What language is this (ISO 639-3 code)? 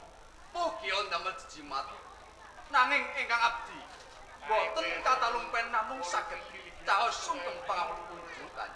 jav